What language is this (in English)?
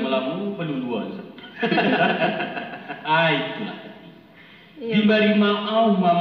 Minangkabau